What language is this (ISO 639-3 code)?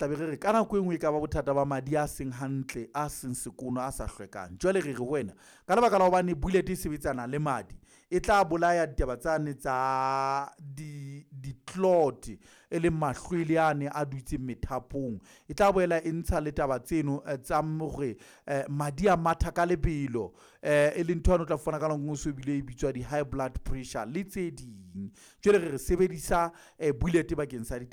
sot